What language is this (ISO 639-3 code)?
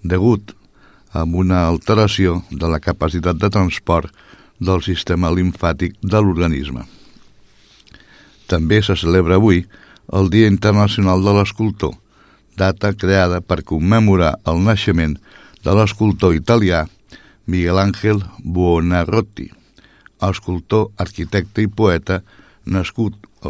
cat